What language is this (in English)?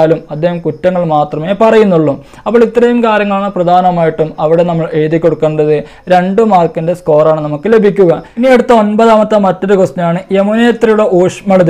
Malayalam